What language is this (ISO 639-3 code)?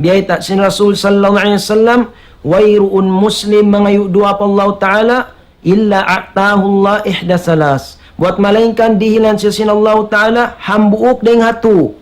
tsg